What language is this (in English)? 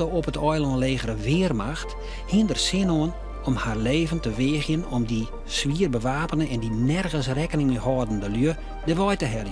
Western Frisian